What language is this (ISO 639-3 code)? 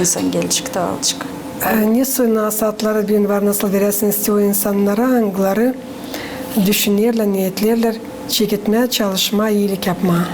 gag